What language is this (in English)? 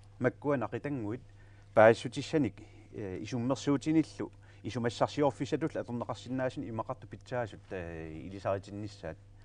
Kalaallisut